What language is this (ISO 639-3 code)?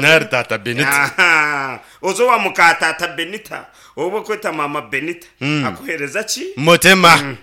nyn